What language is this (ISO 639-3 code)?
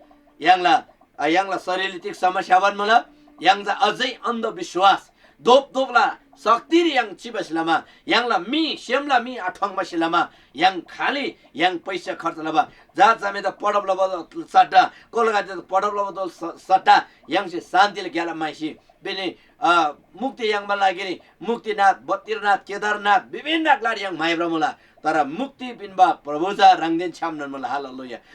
taj